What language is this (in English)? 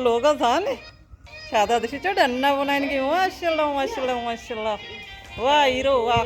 Baluchi